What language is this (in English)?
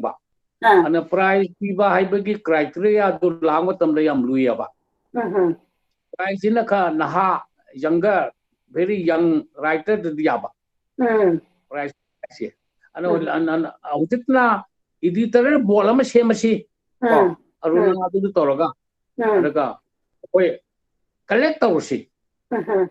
Manipuri